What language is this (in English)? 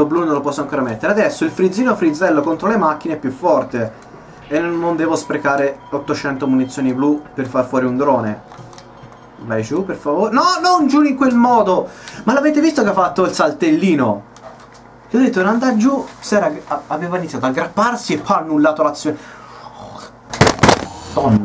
Italian